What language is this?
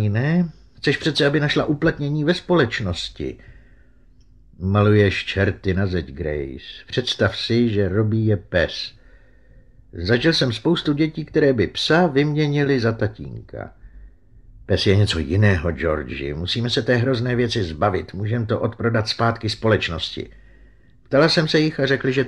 Czech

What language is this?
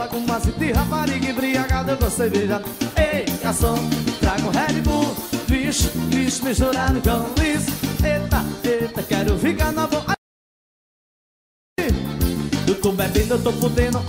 Portuguese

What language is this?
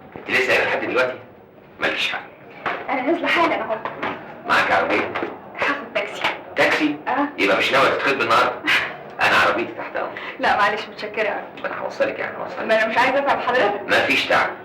Egyptian Arabic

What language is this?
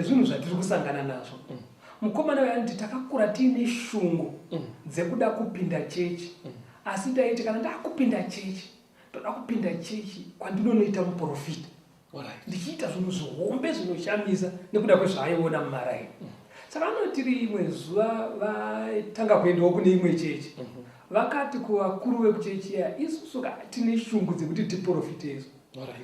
Shona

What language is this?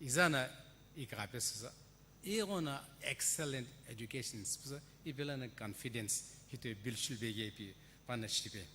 Sumi Naga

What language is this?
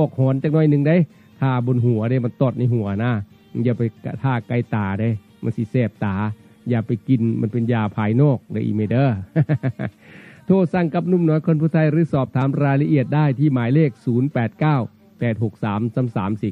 Thai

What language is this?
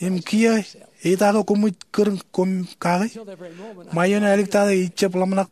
Marshallese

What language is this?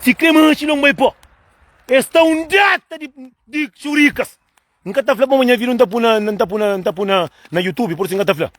Kabuverdianu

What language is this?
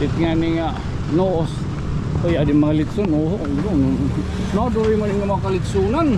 Waray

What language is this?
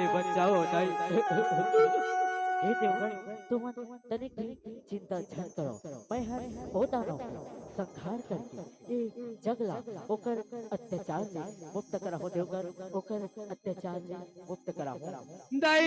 Chhattisgarhi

